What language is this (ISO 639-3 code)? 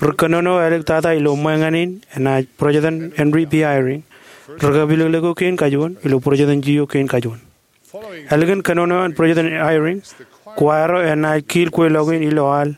mah